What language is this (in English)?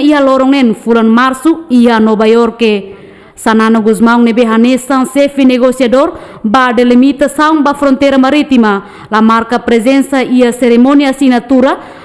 Tetum